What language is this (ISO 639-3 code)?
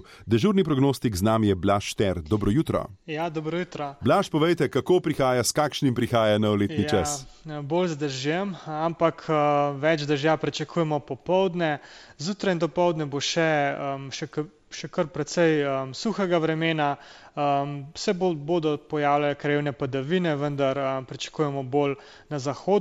slv